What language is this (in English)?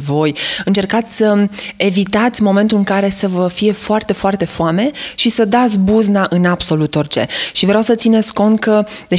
Romanian